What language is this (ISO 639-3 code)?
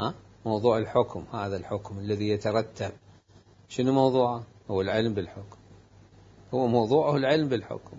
acm